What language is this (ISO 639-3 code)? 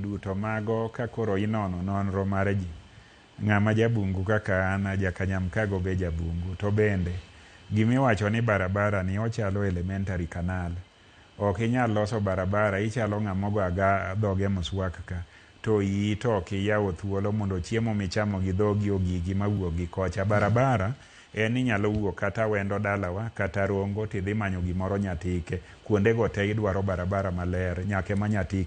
luo